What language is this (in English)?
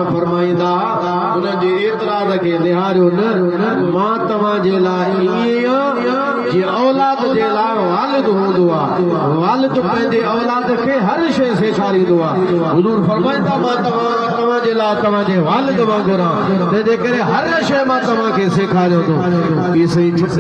Sindhi